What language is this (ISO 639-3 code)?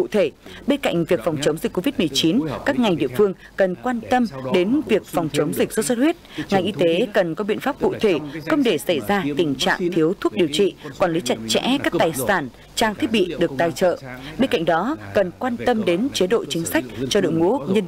vie